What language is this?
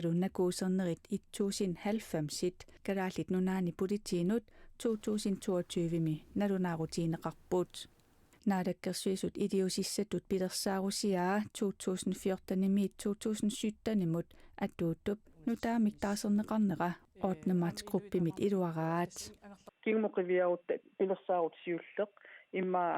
Kalaallisut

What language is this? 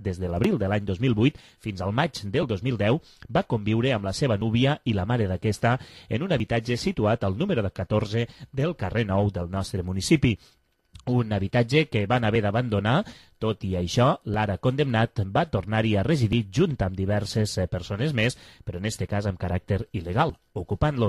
Catalan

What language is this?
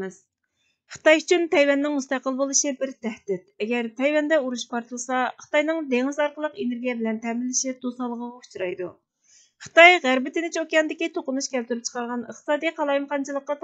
Uyghur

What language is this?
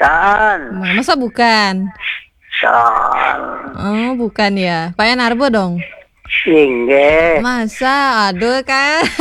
Balinese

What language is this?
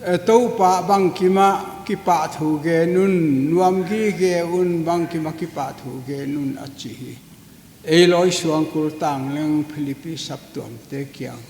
Paite Chin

